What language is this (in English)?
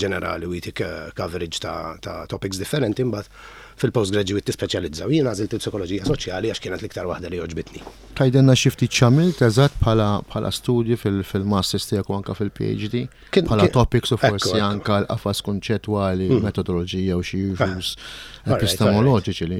Maltese